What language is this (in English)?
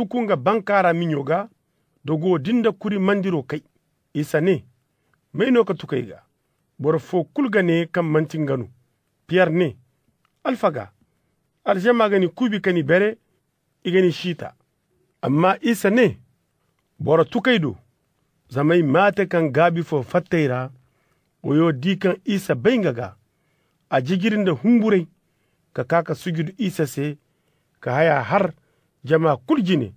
Zarma